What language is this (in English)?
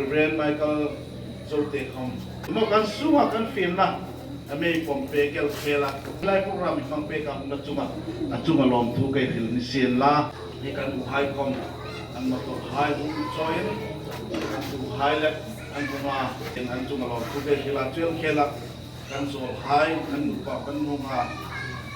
Hmar